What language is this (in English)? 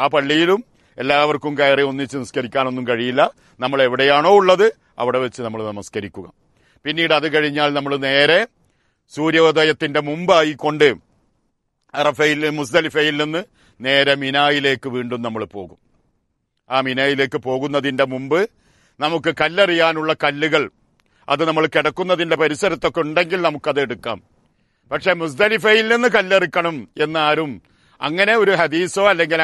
Malayalam